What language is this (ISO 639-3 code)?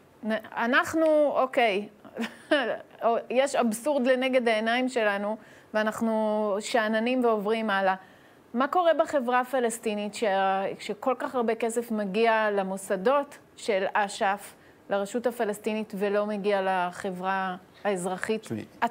heb